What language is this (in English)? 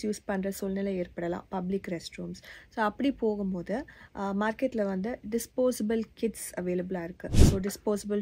Tamil